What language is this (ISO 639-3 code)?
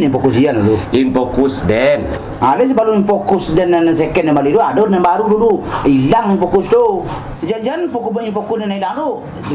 min